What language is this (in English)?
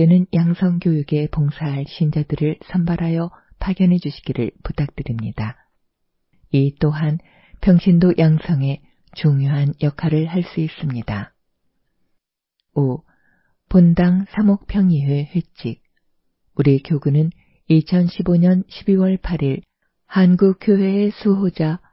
Korean